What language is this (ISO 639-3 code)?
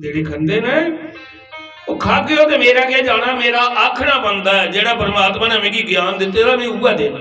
doi